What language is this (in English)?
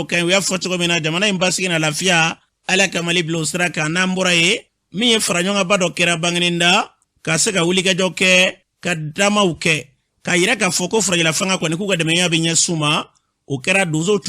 Bambara